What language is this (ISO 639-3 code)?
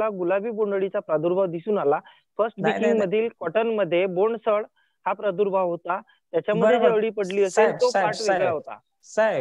mar